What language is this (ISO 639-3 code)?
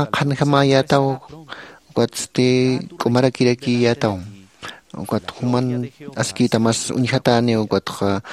aym